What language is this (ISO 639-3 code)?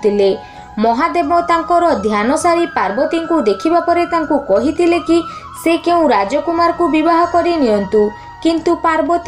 ori